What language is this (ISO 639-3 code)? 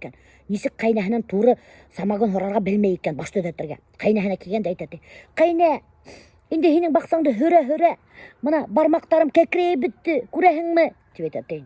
bak